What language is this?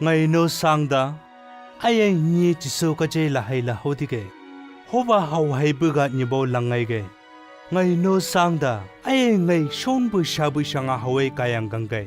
Chang Naga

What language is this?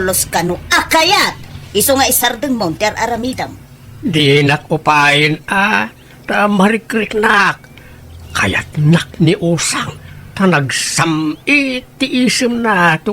Iloko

